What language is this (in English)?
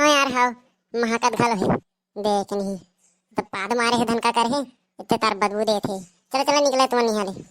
Chhattisgarhi